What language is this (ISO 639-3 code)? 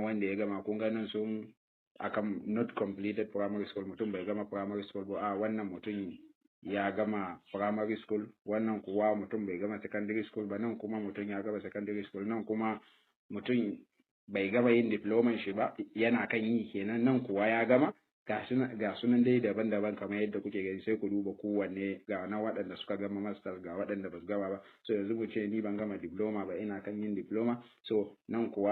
hau